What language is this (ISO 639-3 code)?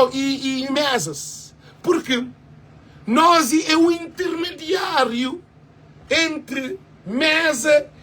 kea